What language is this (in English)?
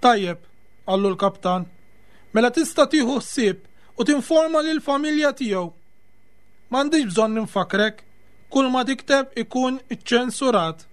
Maltese